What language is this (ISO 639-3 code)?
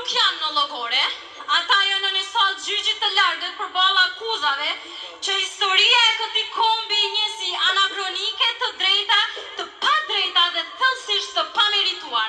sqi